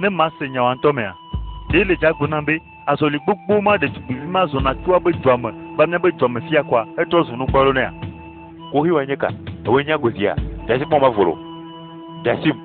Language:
Ewe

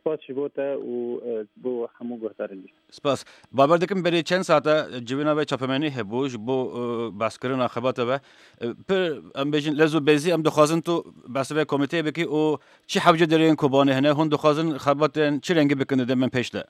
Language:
Kurdish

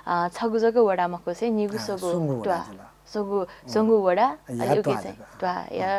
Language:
Newari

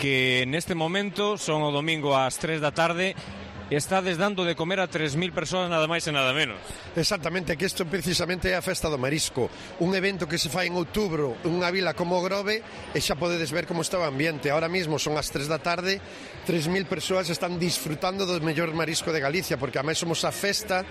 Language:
Galician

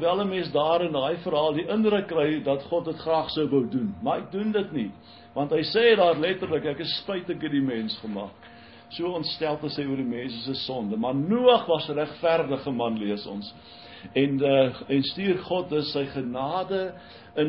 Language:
Afrikaans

